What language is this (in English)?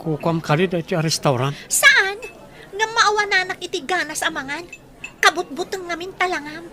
Iloko